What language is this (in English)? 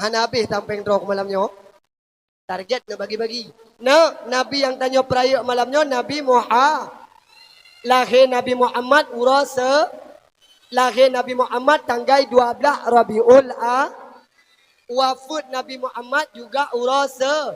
Achinese